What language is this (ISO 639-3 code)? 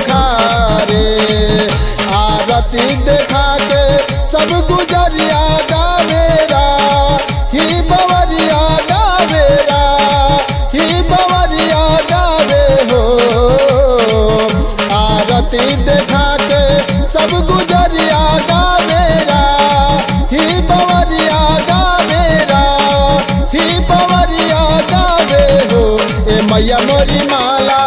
bho